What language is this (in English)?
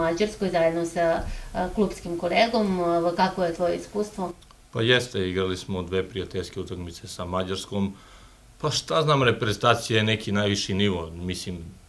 Serbian